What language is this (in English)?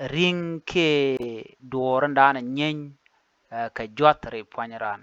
Nuer